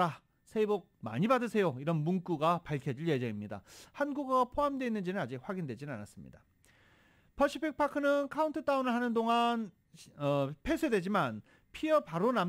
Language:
Korean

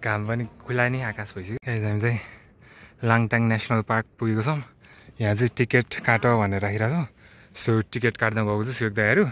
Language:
Nepali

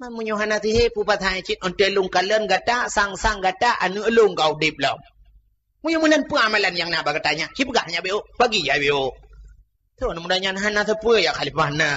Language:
Achinese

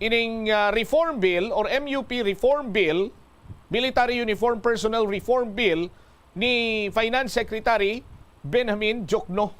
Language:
Hiligaynon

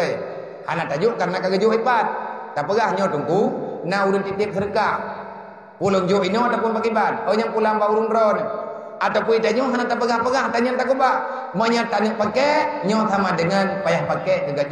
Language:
Achinese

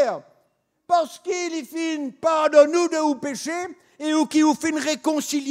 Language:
Morisyen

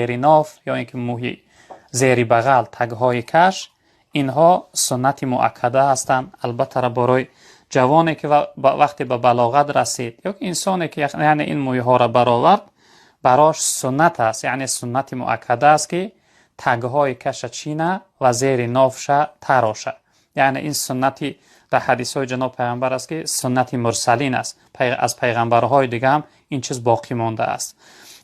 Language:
Tajik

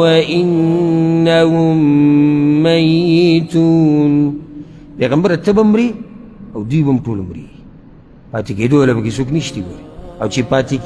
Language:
Pashto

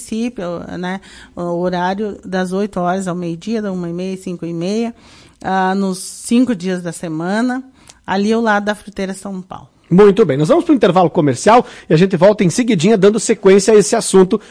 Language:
Portuguese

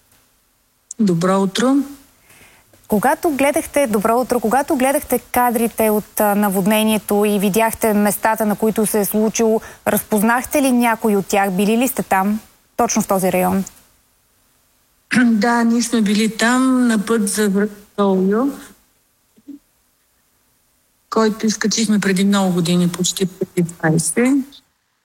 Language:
Bulgarian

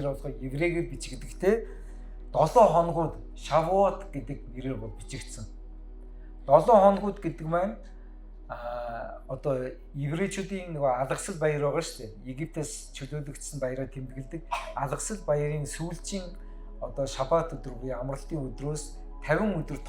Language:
Mongolian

